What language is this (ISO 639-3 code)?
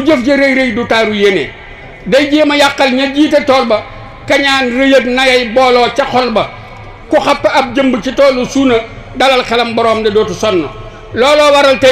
wol